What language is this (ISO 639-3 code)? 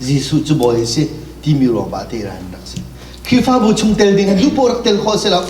cnh